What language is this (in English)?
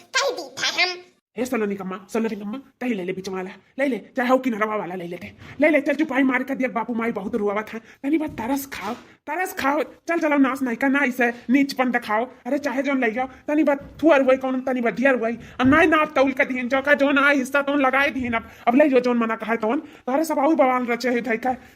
Awadhi